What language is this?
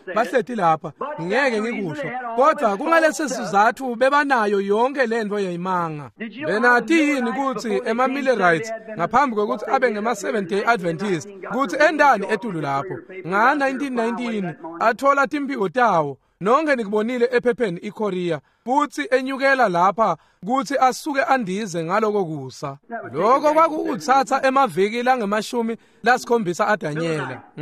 Swati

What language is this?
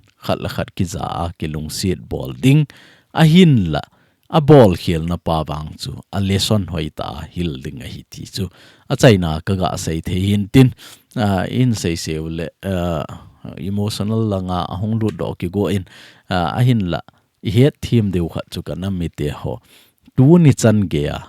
Thado Chin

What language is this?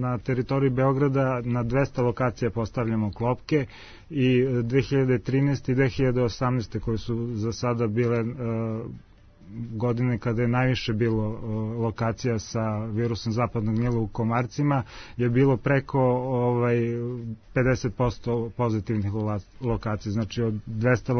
Serbian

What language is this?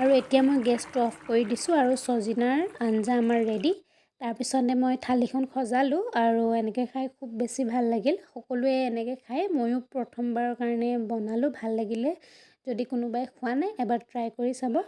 Assamese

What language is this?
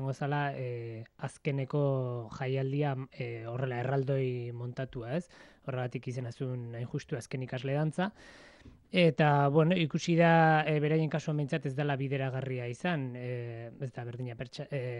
Basque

